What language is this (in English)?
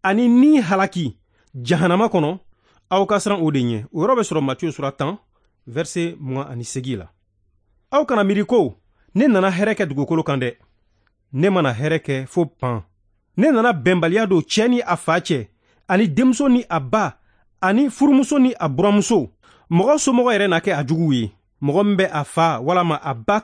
Bambara